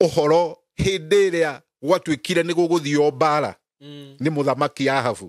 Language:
Kikuyu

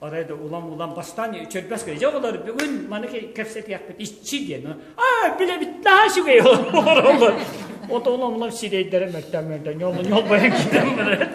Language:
Yakut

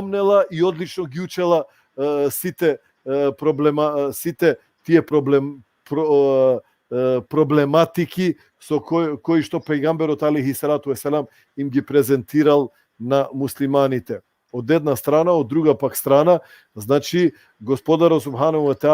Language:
Balkan Romani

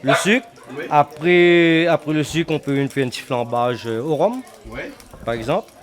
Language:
Réunion Creole French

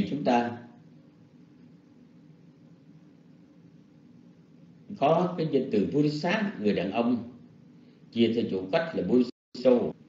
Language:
Vietnamese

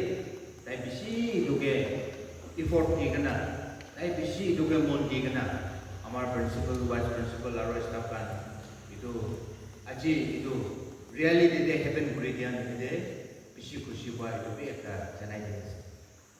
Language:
Naga Pidgin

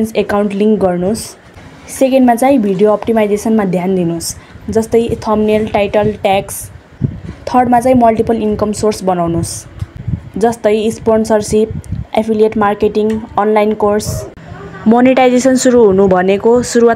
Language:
Nepali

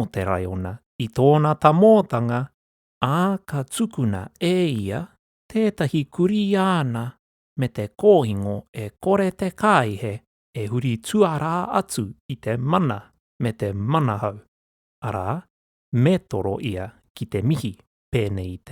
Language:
Māori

